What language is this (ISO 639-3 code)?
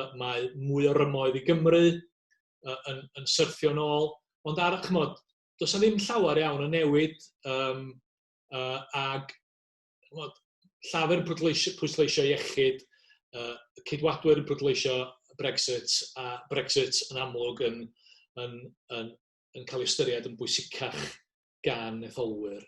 cym